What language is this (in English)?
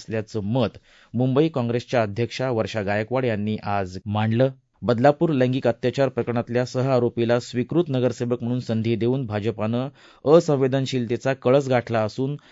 Marathi